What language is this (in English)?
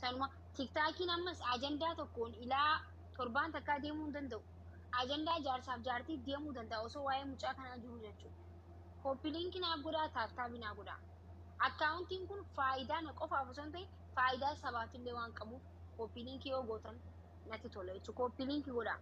Oromo